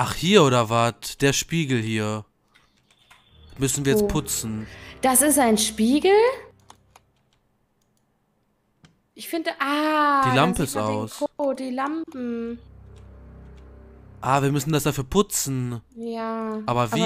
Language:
German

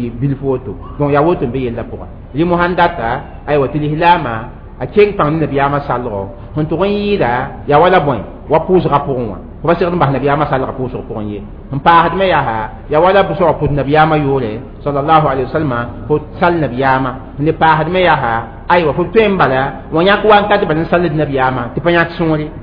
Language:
Mossi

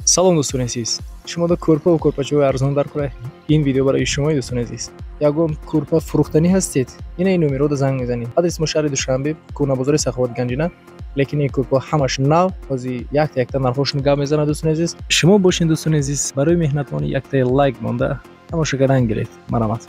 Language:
Tajik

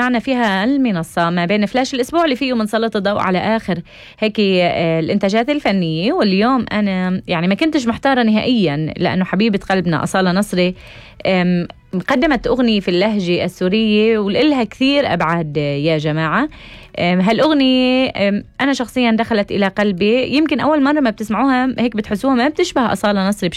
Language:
North Levantine Arabic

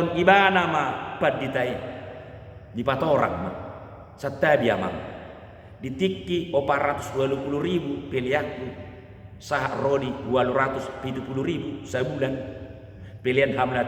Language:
Batak Toba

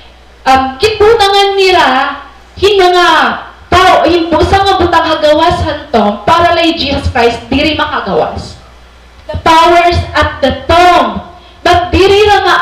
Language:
Waray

